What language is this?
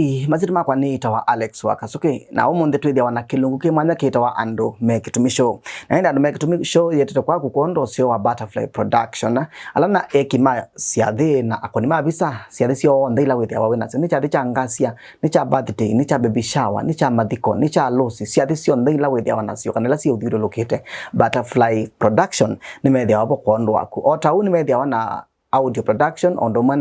Kamba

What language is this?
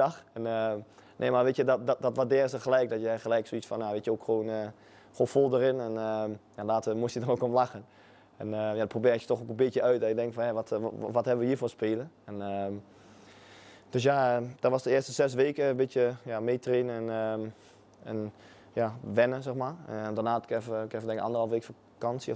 Dutch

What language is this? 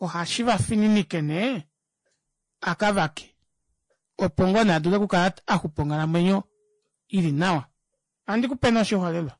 Kuanyama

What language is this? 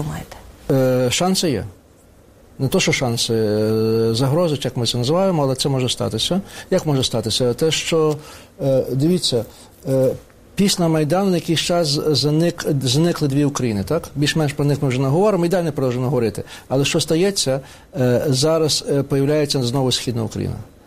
Ukrainian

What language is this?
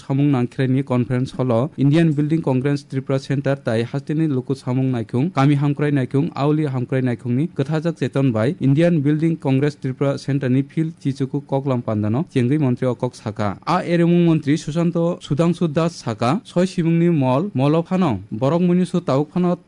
Kok Borok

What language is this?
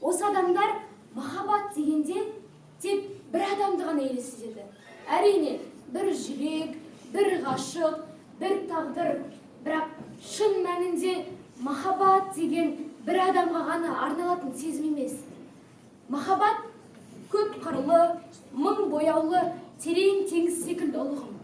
Kazakh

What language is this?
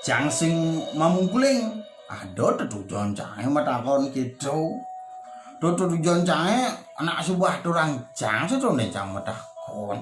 Balinese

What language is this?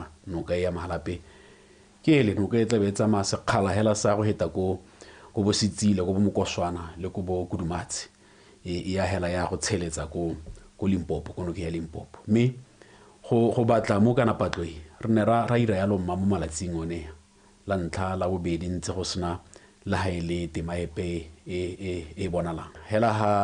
Tswana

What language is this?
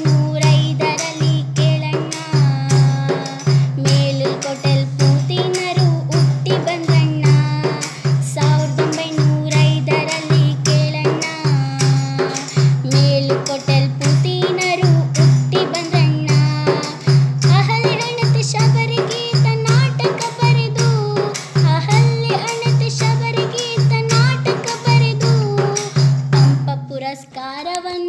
Kannada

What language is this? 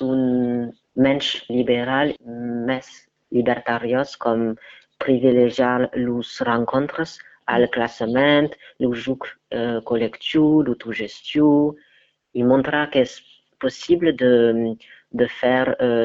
Occitan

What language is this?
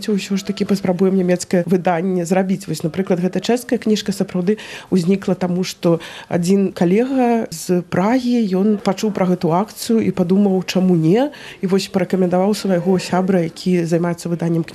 Belarusian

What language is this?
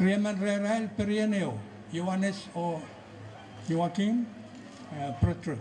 Pohnpeian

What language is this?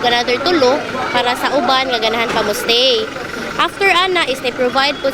Cebuano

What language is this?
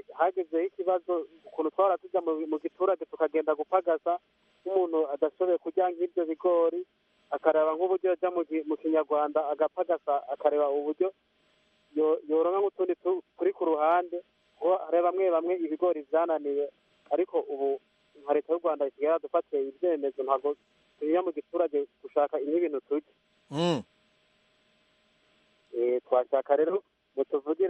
Kinyarwanda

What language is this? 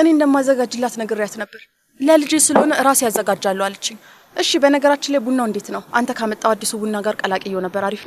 Amharic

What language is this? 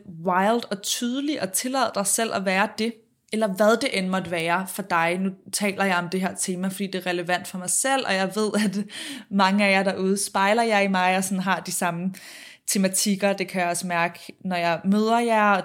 Danish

